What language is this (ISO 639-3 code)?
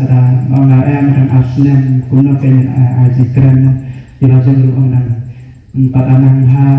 kha